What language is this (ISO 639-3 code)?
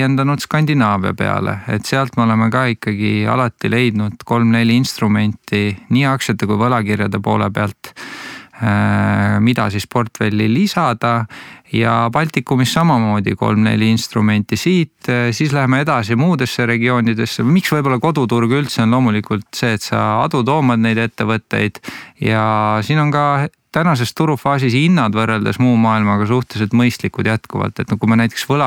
est